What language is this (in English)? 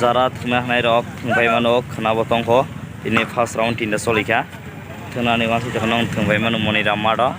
Kok Borok